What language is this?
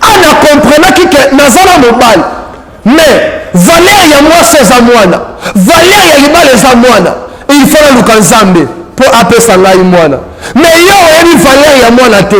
Lingala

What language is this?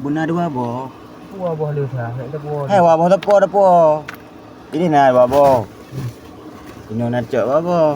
Achinese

